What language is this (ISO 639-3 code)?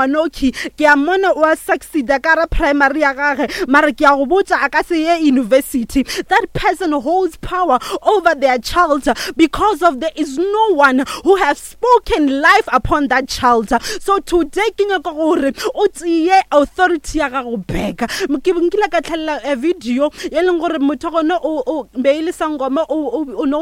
nso